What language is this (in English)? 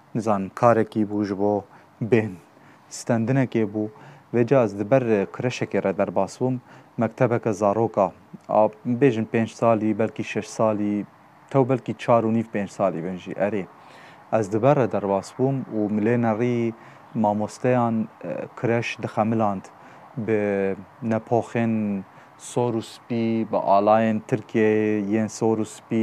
Kurdish